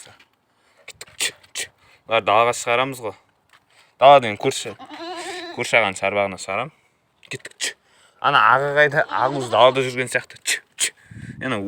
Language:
Kazakh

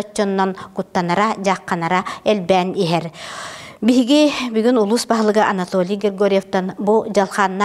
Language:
Yakut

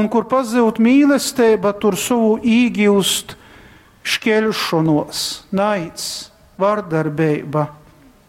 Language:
Latgalian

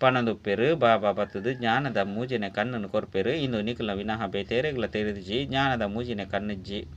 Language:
Tulu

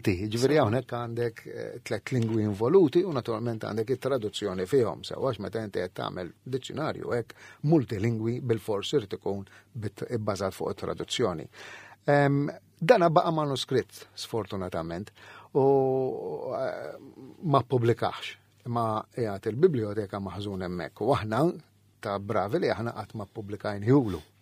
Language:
Maltese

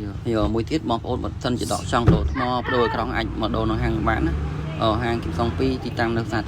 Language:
Khmer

